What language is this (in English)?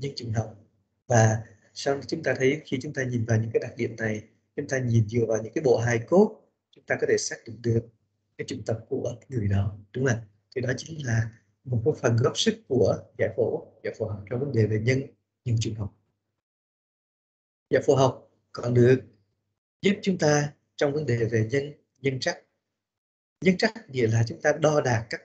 Vietnamese